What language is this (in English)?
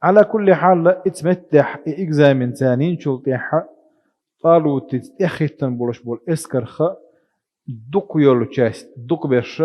Chechen